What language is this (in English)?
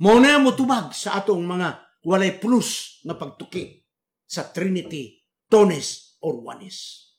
Cebuano